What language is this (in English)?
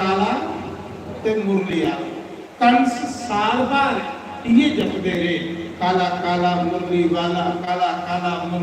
Dogri